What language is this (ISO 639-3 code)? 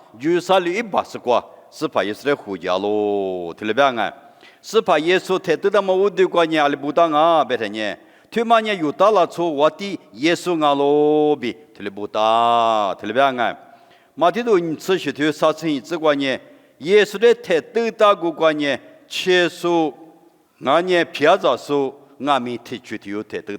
lis